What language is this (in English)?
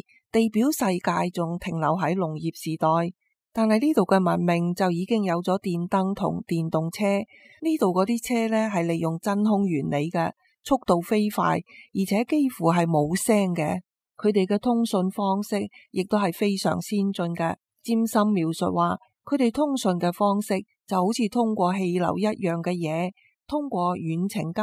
Cantonese